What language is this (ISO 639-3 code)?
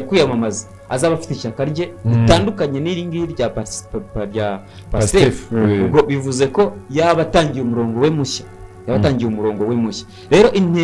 kin